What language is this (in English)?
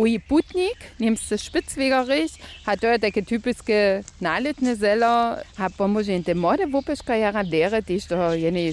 Upper Sorbian